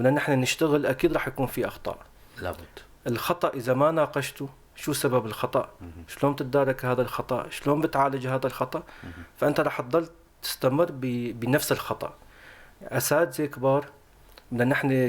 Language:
North Levantine Arabic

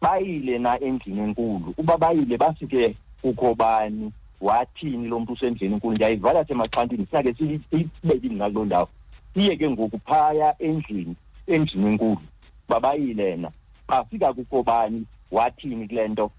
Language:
Xhosa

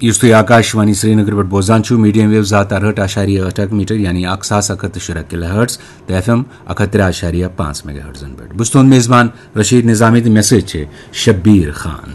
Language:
Kashmiri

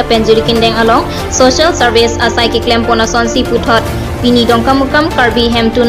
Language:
Karbi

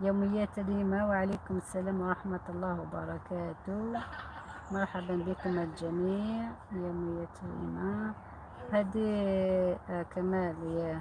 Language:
Algerian Arabic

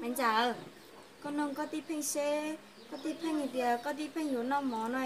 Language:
Hmong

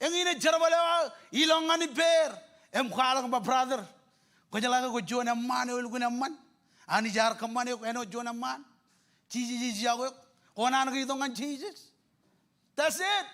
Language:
Marshallese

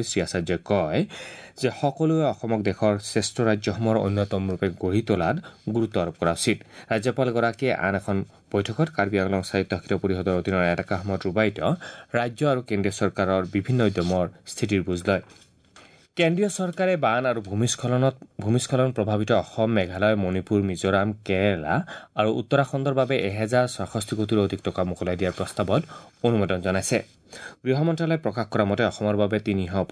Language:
Assamese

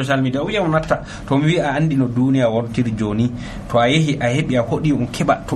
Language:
Nigerian Fulfulde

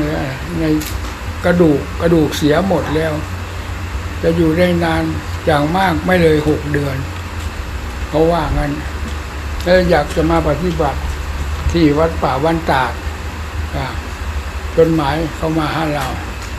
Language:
Thai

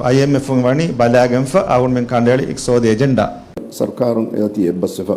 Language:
Divehi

